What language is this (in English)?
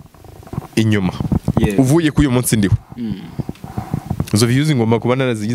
Kinyarwanda